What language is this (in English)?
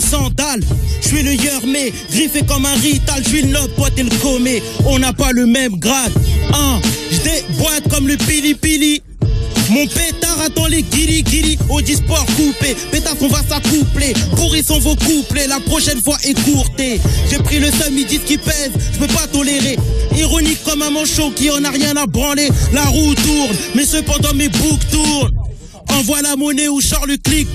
French